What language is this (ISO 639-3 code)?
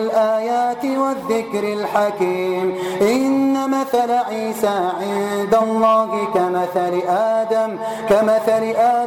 ara